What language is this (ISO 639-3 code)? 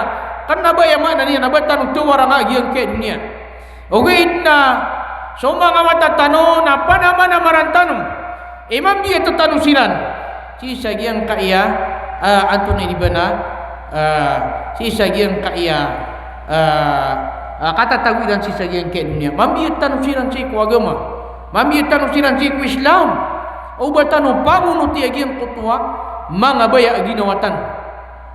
mrw